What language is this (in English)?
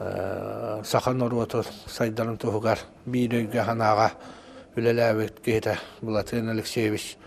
Yakut